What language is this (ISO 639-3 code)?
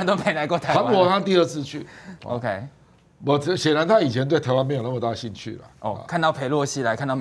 zho